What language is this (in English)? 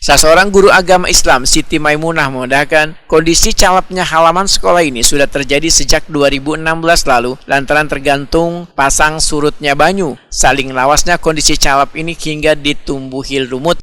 Banjar